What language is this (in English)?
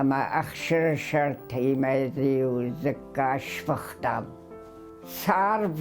Ossetic